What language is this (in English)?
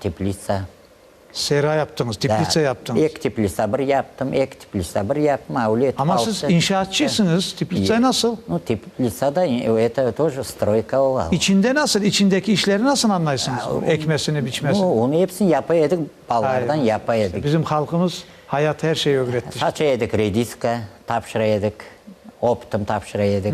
Crimean Tatar